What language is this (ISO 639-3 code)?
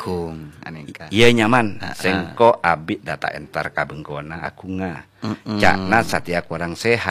mad